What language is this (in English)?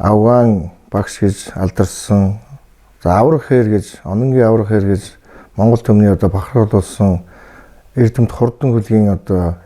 Mongolian